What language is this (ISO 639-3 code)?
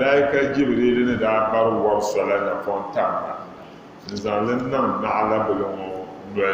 dag